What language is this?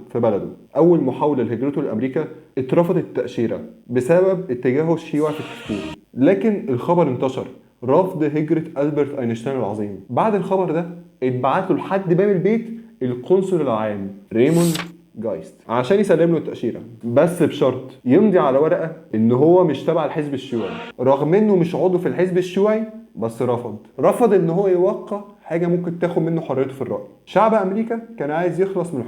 Egyptian Arabic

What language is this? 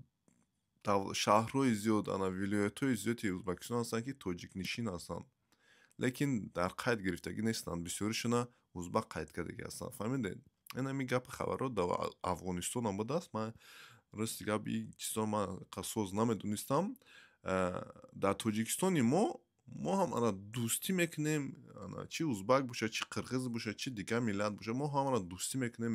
Tajik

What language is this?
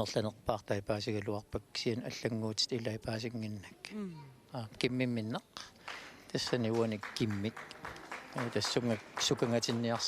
Kalaallisut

